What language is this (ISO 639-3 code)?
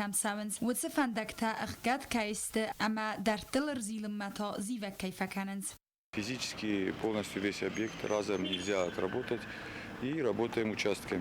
oss